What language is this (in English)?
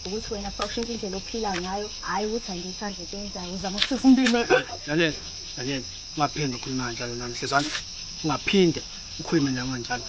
Zulu